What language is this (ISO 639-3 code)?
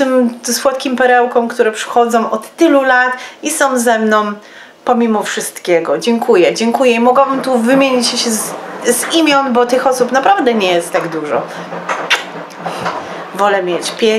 pol